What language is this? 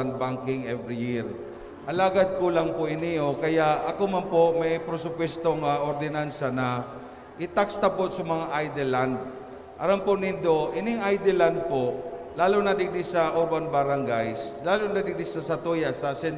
Bikol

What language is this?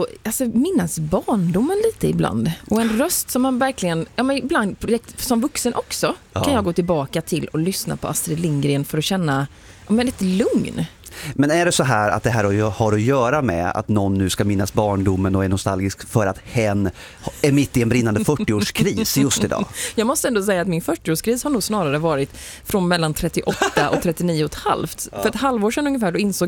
Swedish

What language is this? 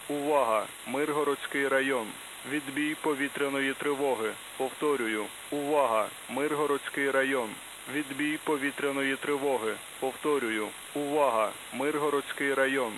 Ukrainian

